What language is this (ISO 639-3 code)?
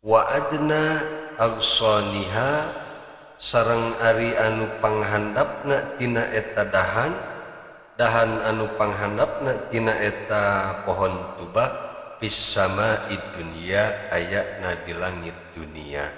sun